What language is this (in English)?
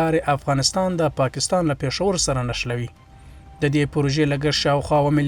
Pashto